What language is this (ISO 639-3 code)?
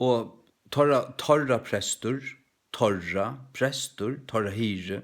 fao